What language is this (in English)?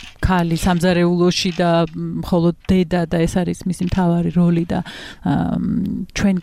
Georgian